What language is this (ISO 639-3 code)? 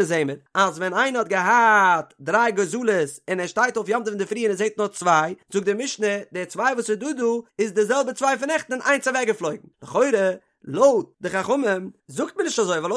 yid